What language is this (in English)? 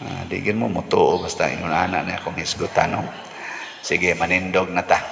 Cebuano